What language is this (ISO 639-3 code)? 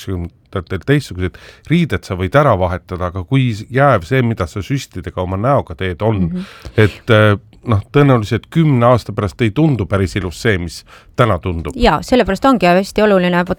est